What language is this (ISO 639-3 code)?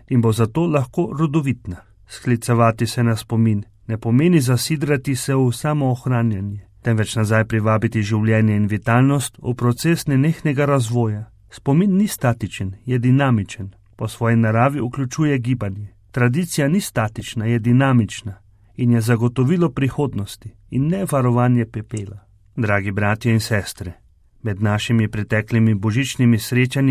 slv